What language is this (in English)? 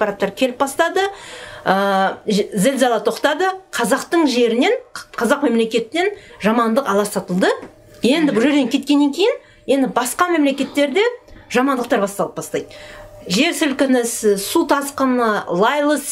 Kazakh